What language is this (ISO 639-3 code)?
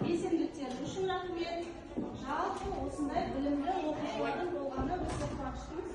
kaz